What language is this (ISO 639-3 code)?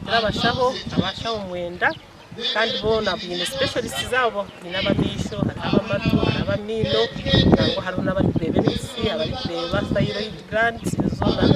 nyn